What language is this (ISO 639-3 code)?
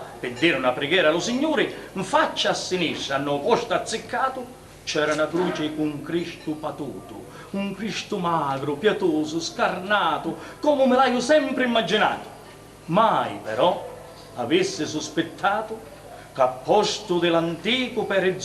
scn